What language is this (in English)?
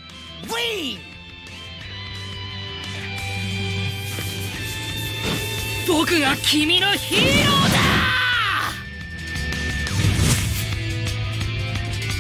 Japanese